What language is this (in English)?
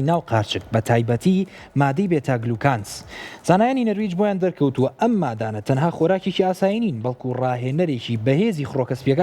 Central Kurdish